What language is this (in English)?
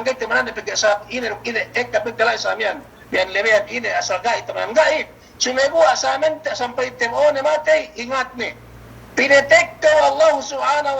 Yakan